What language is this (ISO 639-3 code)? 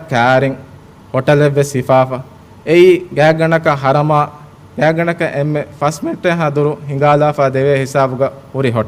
div